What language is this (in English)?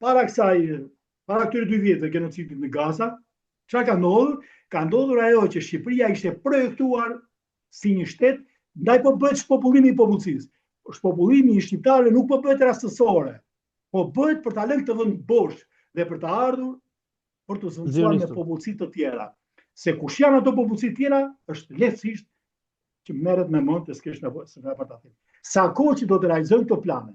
Albanian